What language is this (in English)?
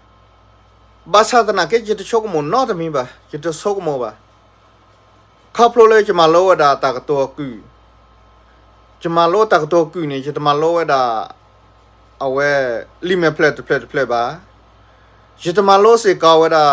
S'gaw Karen